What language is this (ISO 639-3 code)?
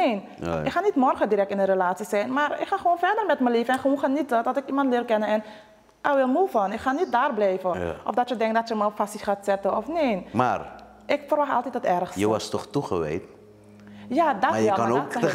nld